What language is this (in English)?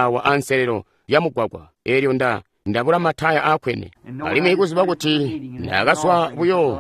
Tonga (Zambia)